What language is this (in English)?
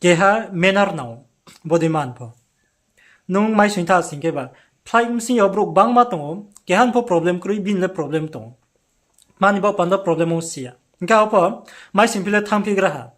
Riang (India)